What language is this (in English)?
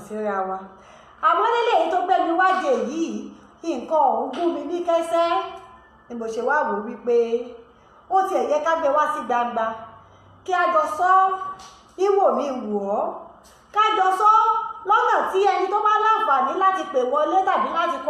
Yoruba